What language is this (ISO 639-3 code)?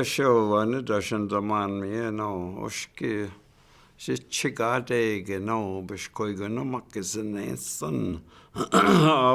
ciw